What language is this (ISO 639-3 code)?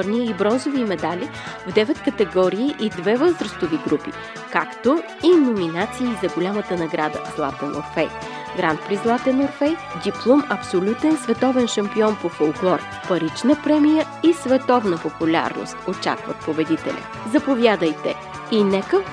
bul